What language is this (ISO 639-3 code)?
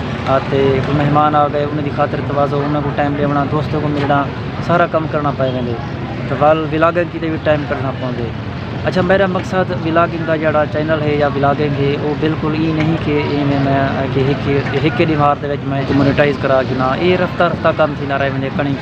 skr